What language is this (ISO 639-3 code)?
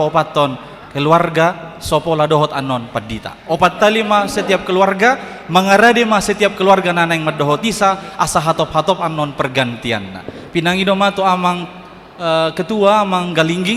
bbc